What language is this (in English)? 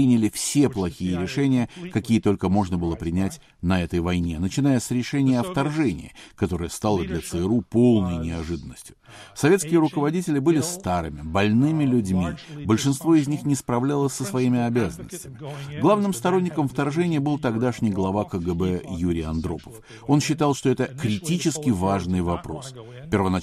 Russian